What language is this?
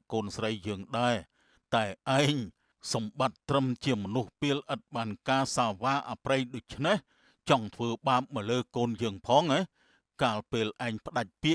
Khmer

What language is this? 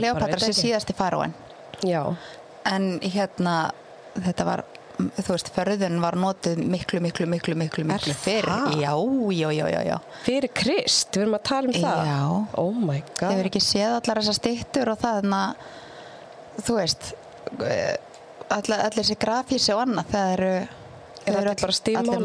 Icelandic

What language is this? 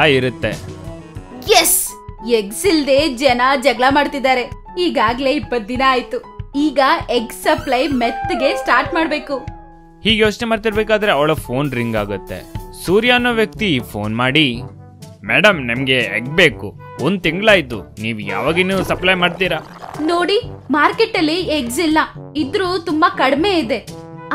Kannada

